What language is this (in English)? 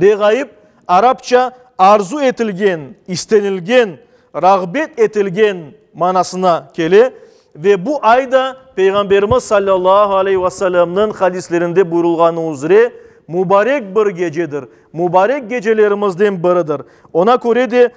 Crimean Tatar